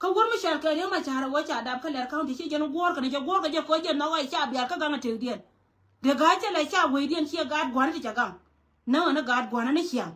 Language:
Nuer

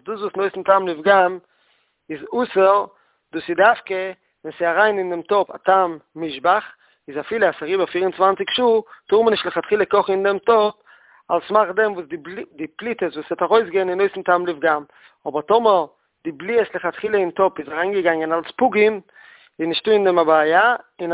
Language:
Yiddish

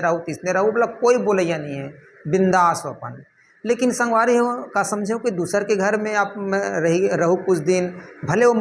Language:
Chhattisgarhi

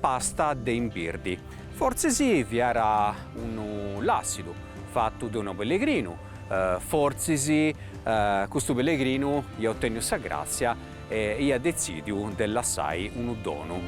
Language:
Sardinian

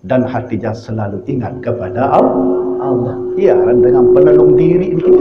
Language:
Sasak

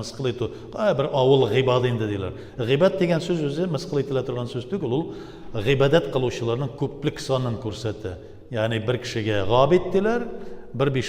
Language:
Tatar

